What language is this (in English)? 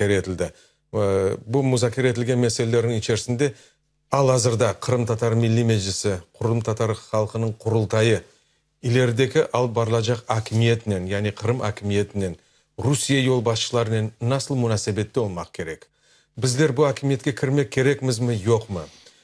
Crimean Tatar